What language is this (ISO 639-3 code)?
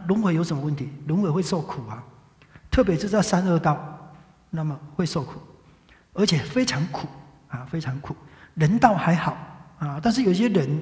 zho